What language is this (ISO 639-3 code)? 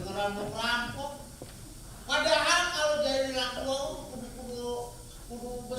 bew